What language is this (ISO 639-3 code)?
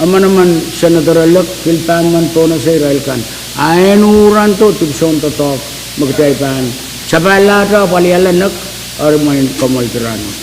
pon